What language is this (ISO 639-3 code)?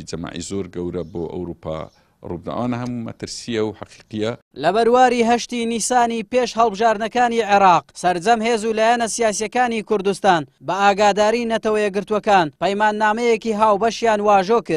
ckb